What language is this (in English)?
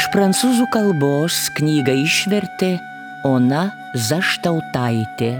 Lithuanian